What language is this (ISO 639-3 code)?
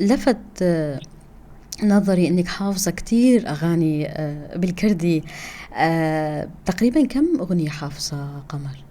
apc